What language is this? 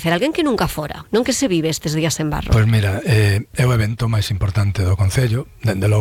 Galician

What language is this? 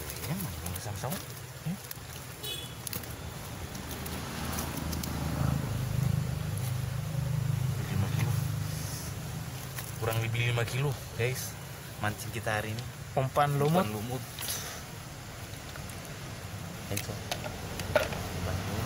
Indonesian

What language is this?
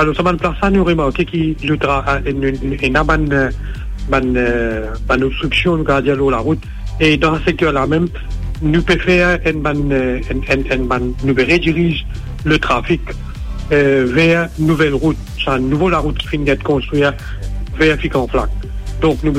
Morisyen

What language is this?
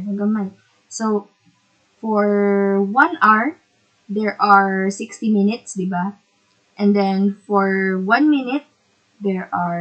Hiligaynon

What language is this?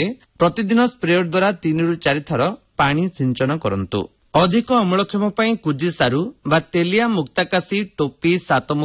Odia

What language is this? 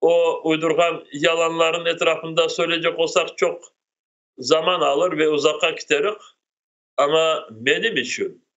Crimean Tatar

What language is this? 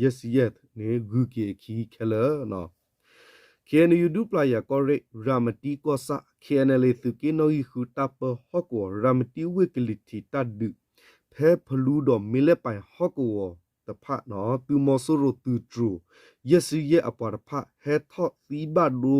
S'gaw Karen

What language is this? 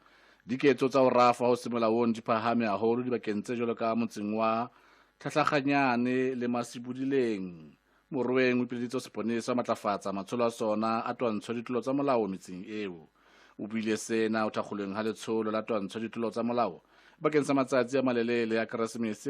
Southern Sotho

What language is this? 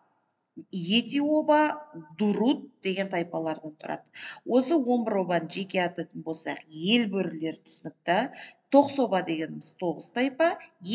Kazakh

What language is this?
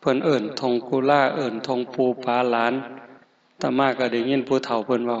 Northeastern Thai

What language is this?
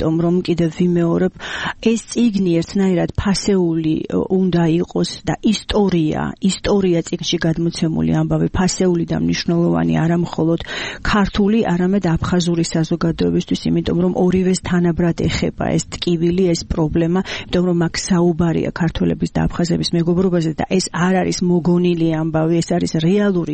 Georgian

